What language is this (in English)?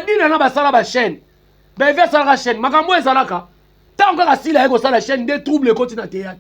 Lingala